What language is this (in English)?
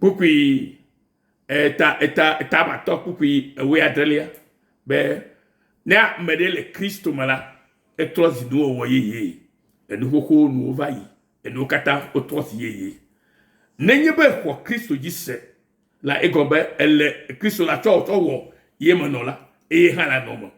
Ewe